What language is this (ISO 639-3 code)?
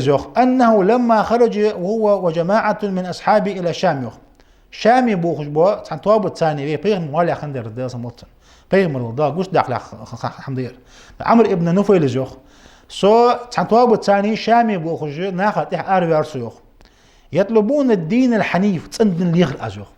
inh